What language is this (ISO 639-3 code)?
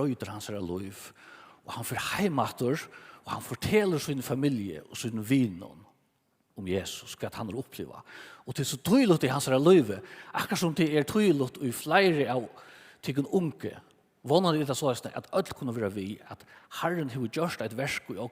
fao